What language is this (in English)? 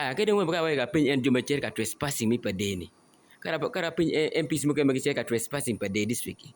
Acoli